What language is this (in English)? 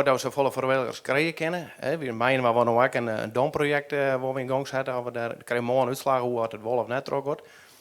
Western Frisian